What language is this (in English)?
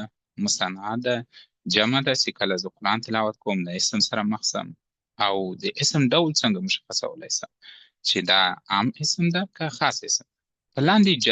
Pashto